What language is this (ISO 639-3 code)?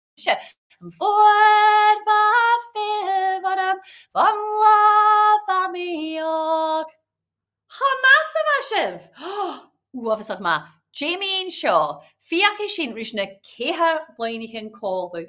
gla